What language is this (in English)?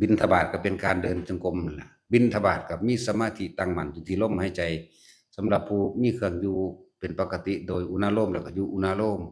Northeastern Thai